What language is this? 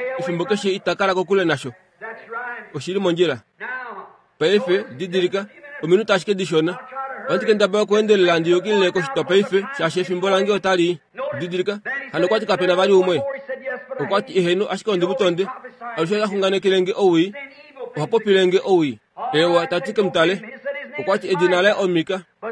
Kuanyama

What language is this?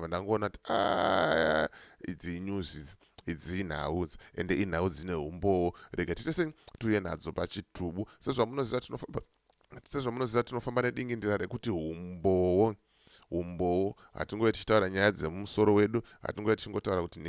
Shona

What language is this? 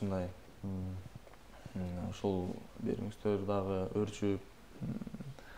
Kyrgyz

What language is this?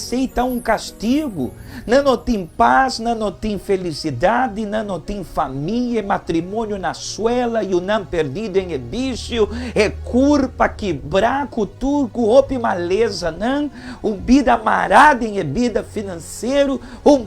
Papiamento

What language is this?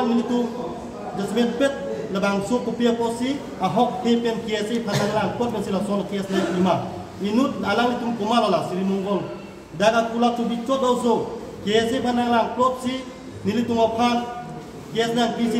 Karbi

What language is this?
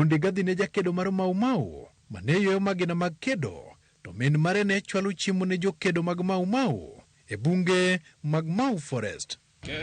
Luo (Kenya and Tanzania)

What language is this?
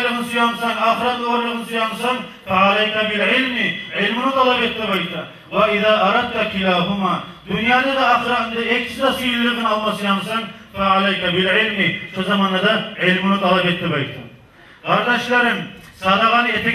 Kumyk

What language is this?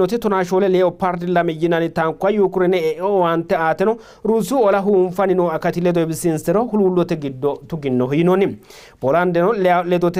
Sidamo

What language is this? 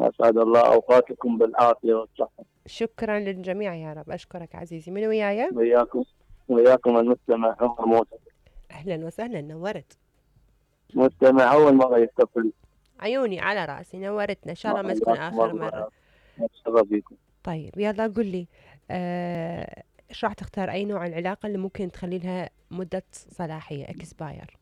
Mesopotamian Arabic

